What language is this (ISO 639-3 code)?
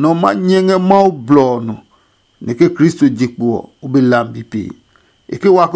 ada